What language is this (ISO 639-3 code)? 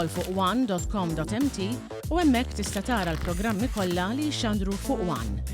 mlt